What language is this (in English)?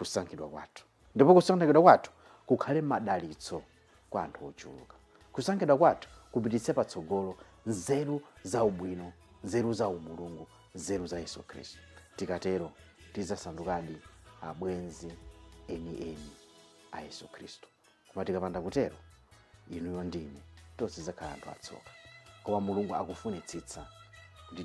Nyanja